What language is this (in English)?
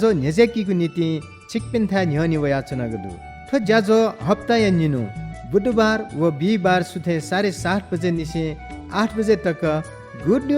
Newari